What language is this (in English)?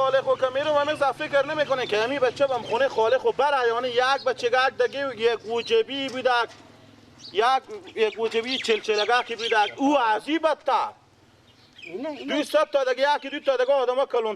Persian